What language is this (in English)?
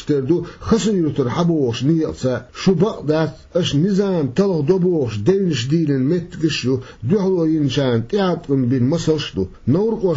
Chechen